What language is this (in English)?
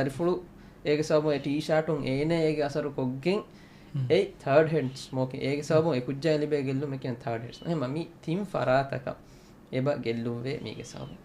Divehi